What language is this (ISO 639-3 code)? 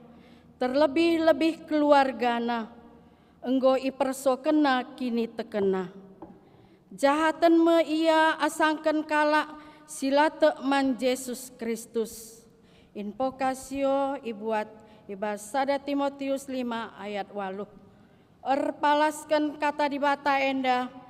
btx